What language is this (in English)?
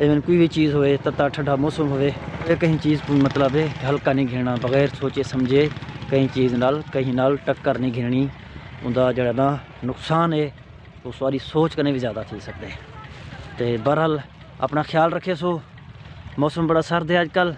Saraiki